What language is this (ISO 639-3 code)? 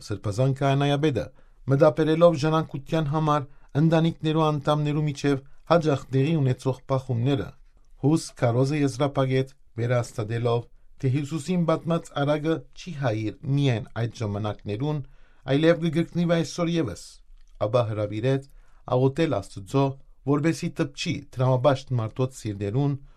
hyw